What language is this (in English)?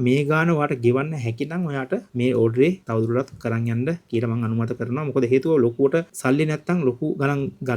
Sinhala